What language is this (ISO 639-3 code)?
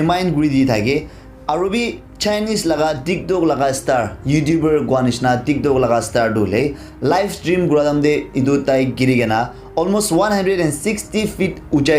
nag